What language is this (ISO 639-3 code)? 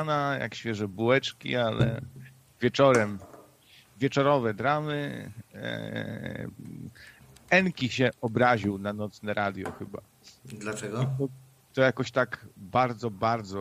pol